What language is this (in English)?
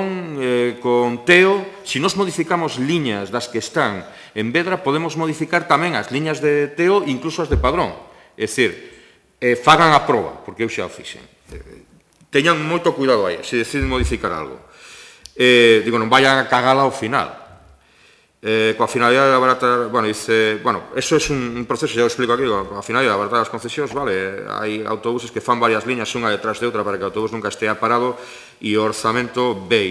Galician